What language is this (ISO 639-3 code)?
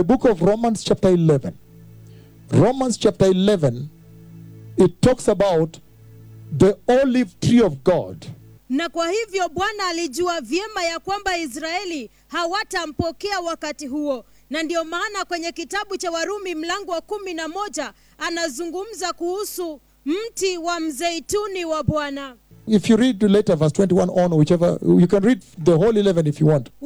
swa